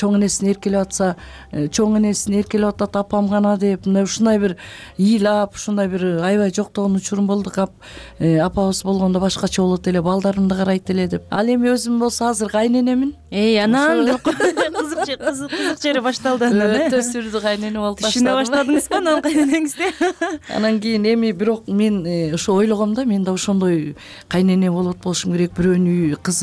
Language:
Kyrgyz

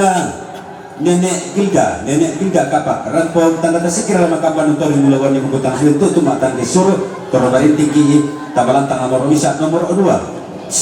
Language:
Toraja-Sa'dan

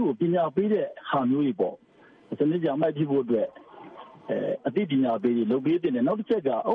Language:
Burmese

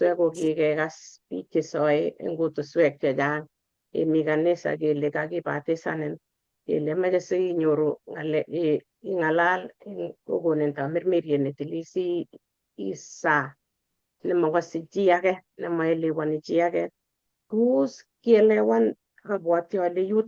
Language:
Kalenjin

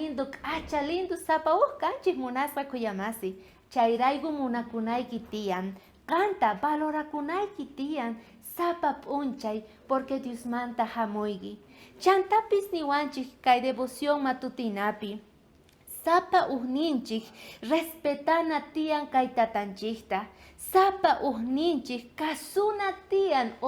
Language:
South Bolivian Quechua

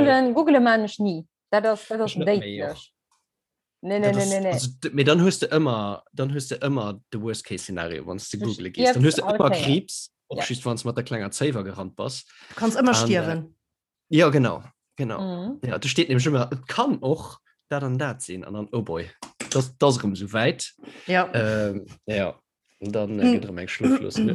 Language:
Luxembourgish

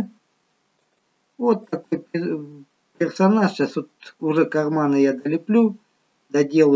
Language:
Russian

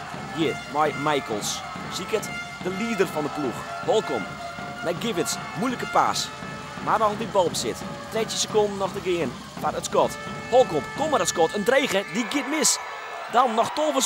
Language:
Western Frisian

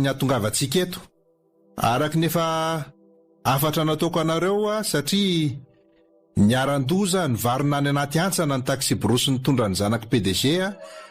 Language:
Malagasy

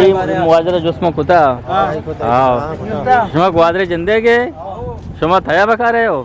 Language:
Eastern Balochi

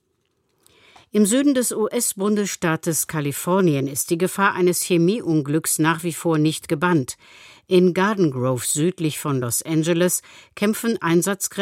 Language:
German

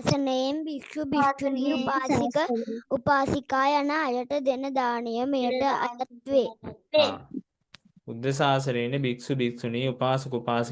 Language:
Sinhala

